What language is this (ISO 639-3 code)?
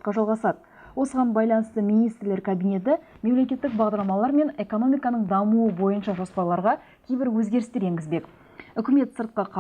kaz